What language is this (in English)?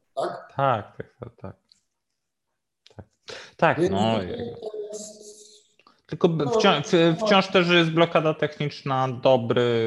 Polish